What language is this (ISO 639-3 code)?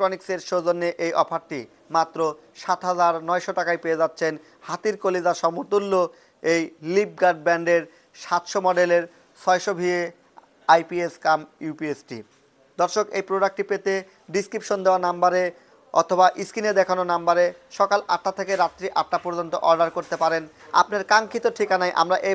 ben